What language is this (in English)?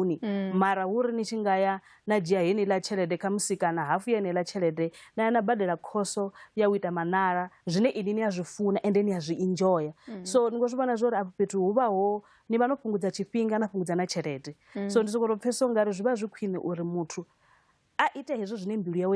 Venda